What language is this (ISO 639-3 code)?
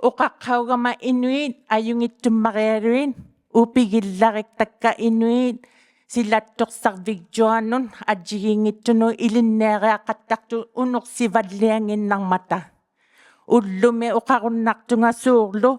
iku